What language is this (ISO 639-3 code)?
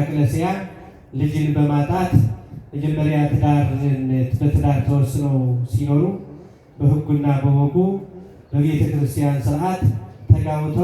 amh